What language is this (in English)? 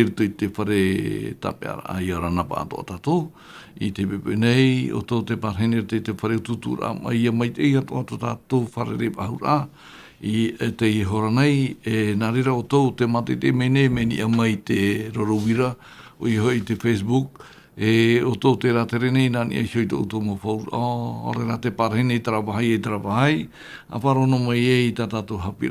Tahitian